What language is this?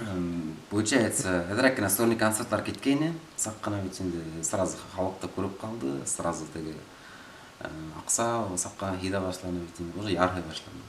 Bashkir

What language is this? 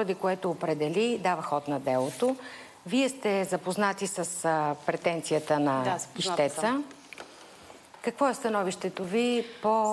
Bulgarian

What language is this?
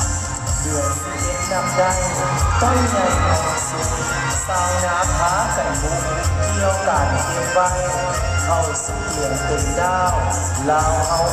Lao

